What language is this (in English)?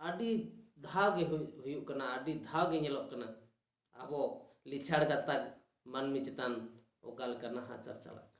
Santali